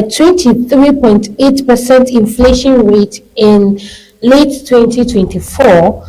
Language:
Ewe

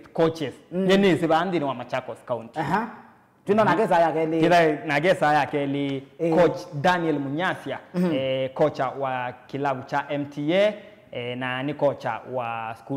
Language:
Kamba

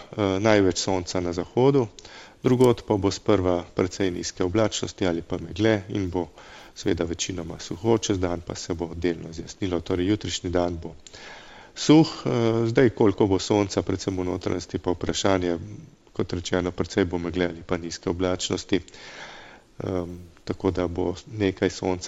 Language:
Slovenian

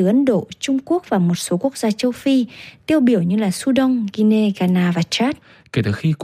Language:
Vietnamese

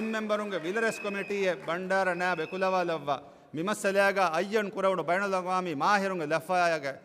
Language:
Divehi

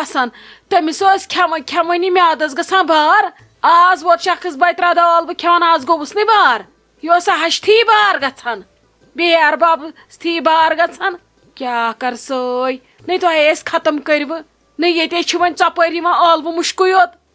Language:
Kashmiri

